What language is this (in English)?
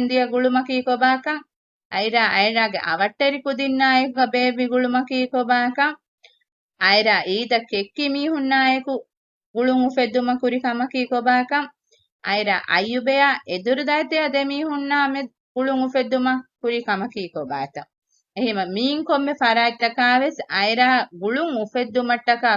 Divehi